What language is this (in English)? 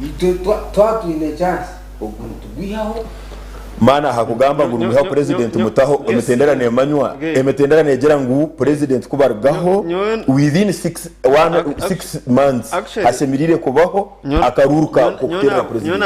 Nyankole